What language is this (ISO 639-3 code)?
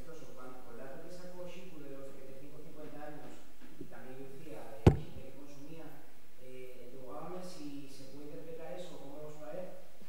ast